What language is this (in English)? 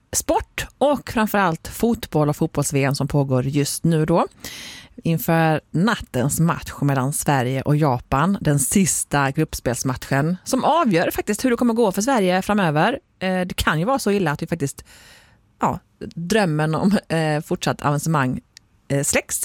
Swedish